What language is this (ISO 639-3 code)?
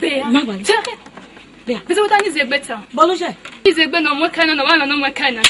ish